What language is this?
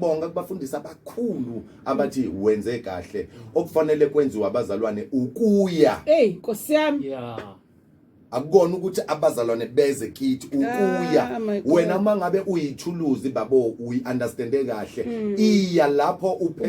Zulu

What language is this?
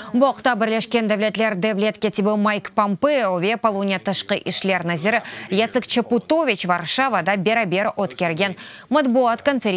Crimean Tatar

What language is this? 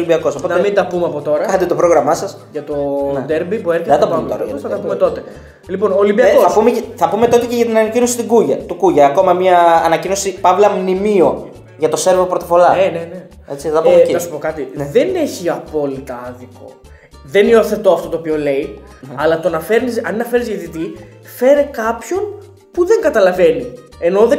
Greek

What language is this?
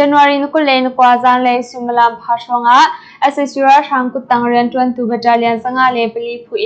Hakha Chin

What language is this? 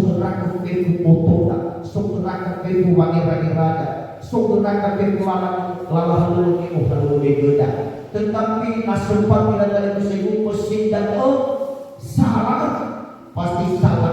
Nias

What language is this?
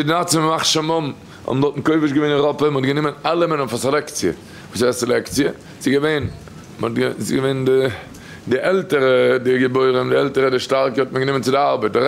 Yiddish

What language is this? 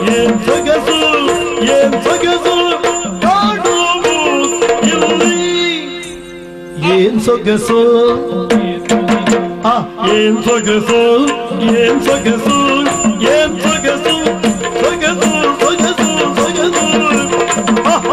Kannada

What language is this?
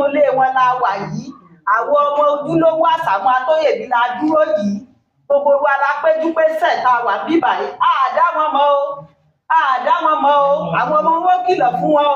Yoruba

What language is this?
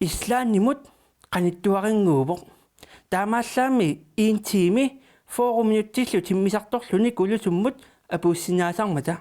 Kalaallisut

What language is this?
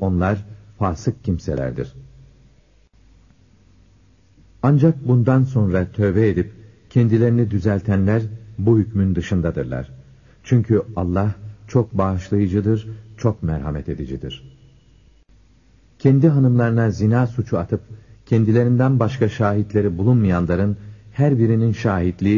Turkish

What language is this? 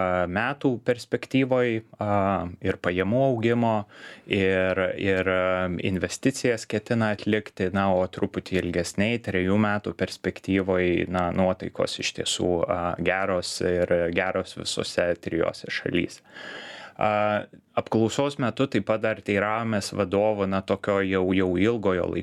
Lithuanian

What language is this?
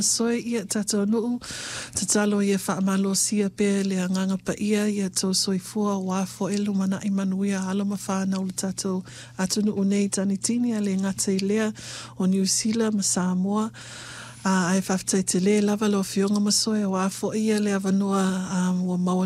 Samoan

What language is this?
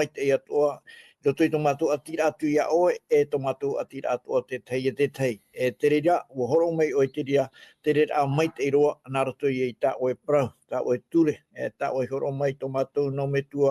Tahitian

